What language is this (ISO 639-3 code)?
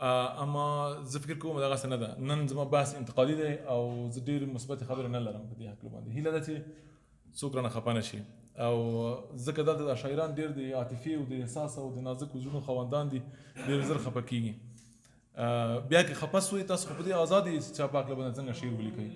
pus